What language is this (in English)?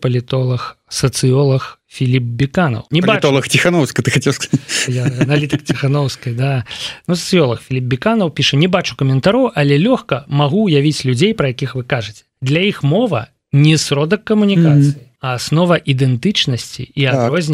Belarusian